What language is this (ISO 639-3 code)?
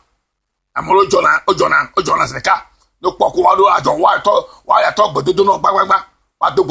ewe